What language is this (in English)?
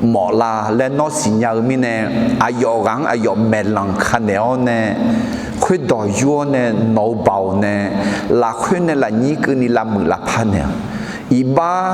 Akha